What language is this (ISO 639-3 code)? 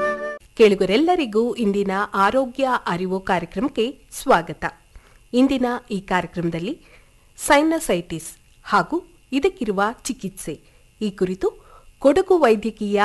kan